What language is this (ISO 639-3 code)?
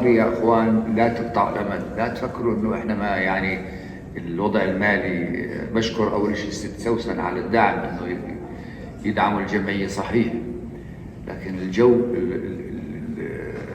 apc